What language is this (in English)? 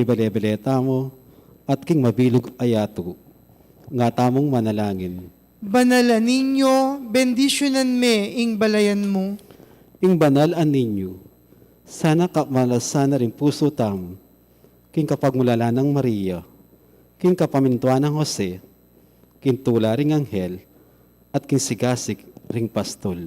Pampanga